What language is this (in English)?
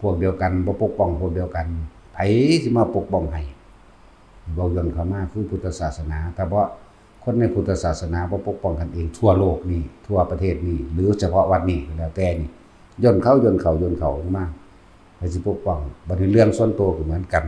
Northeastern Thai